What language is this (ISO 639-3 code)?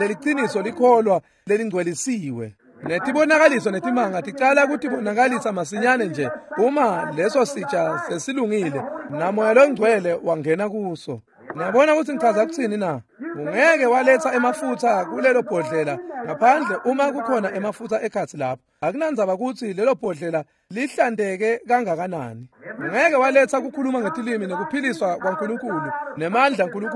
ssw